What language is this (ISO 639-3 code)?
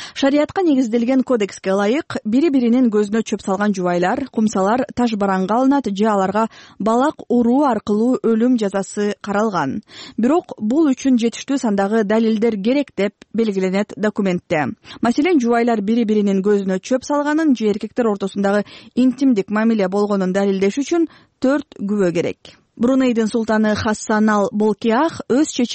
kir